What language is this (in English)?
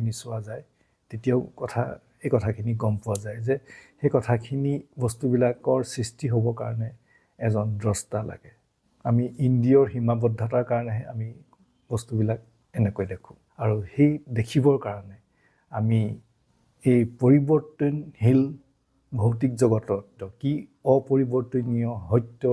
Assamese